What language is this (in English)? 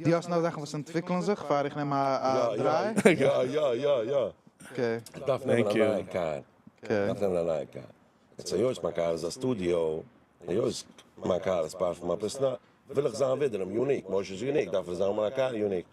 Yiddish